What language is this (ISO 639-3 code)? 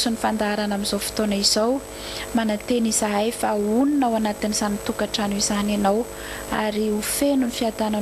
mlg